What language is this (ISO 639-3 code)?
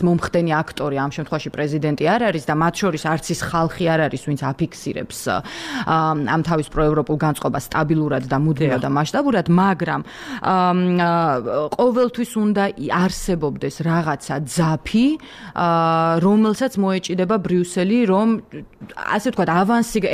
kat